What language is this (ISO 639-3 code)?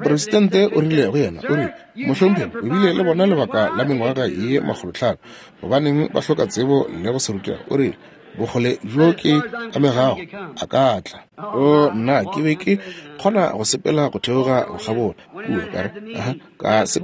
nso